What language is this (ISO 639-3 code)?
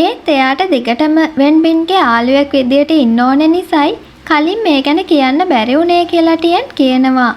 sin